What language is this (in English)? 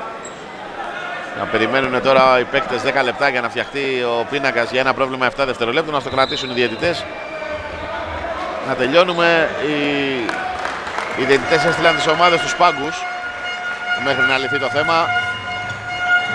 Greek